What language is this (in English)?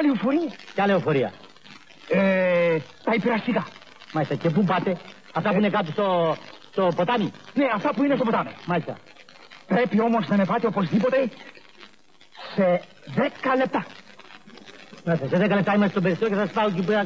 Greek